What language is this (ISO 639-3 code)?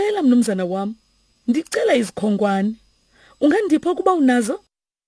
xho